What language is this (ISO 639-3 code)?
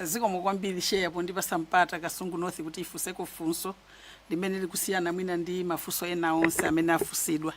nya